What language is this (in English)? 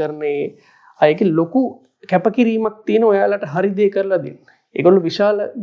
Sinhala